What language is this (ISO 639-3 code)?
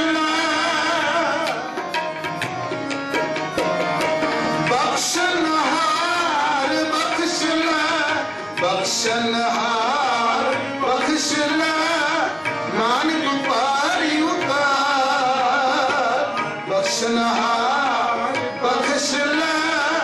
pan